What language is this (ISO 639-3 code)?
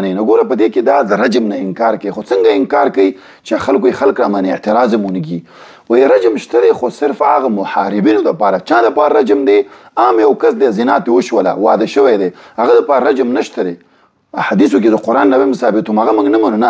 pus